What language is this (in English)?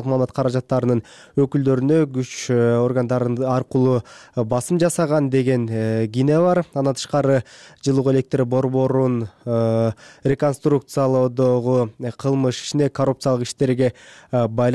Kyrgyz